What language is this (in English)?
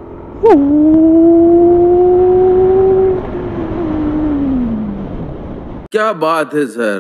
Marathi